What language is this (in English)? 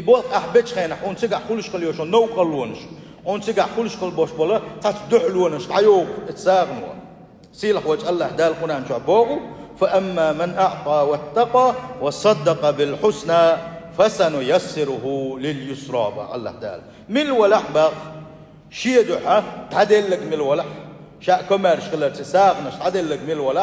Chechen